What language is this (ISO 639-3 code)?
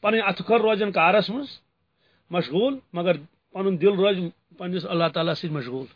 kas